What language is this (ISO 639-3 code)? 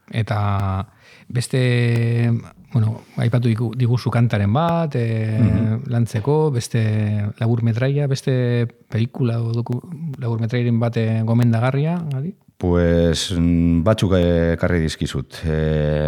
eus